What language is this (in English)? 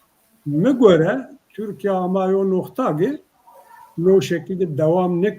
Zaza